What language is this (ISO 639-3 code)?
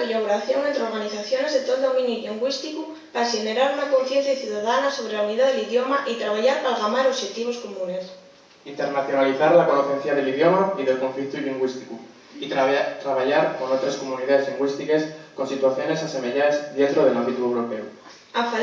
ast